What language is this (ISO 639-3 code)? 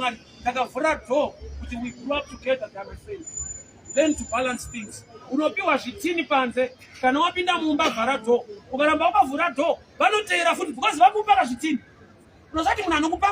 sna